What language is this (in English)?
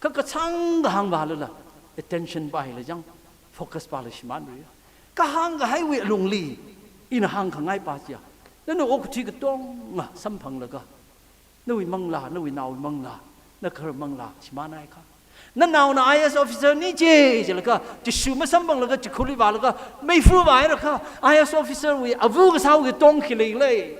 Tangkhul Naga (India)